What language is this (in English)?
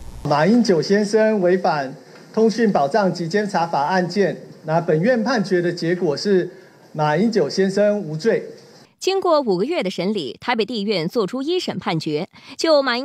Chinese